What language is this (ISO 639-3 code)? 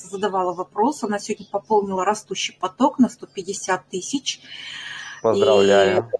rus